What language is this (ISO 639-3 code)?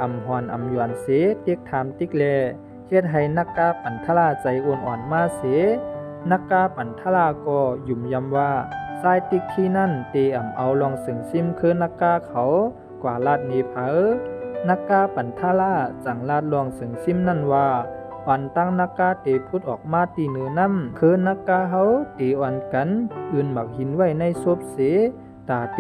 shn